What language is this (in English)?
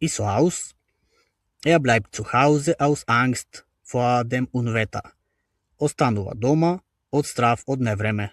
Macedonian